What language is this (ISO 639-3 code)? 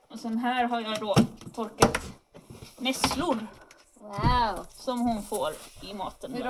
swe